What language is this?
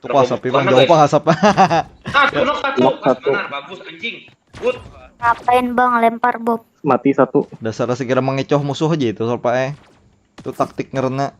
Banjar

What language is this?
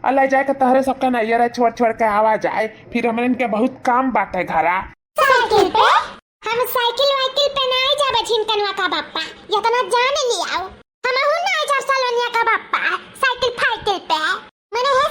Awadhi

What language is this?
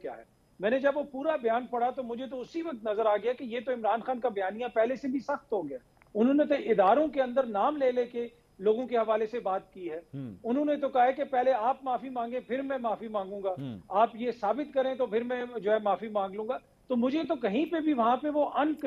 Urdu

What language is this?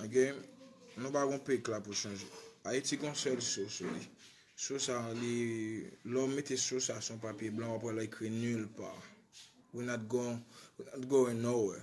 Haitian Creole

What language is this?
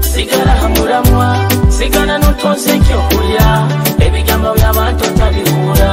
Nyoro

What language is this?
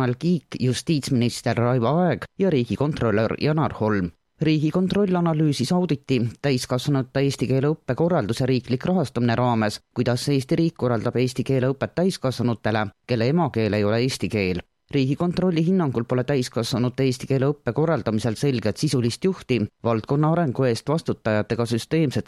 Estonian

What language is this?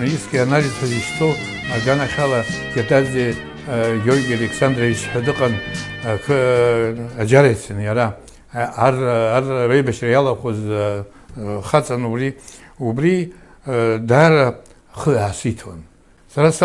Abkhazian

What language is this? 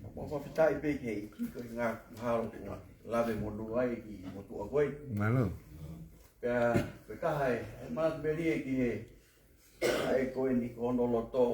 Tongan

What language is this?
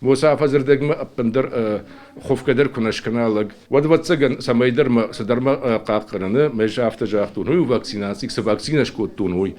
Ossetic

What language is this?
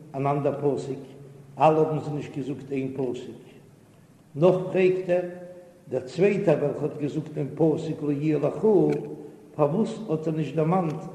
Yiddish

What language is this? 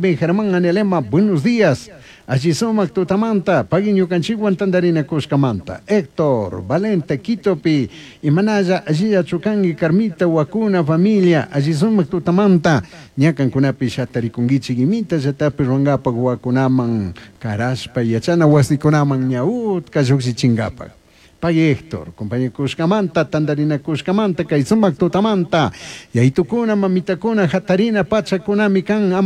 Chimborazo Highland Quichua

